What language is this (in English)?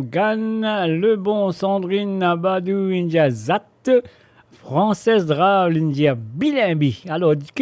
Morisyen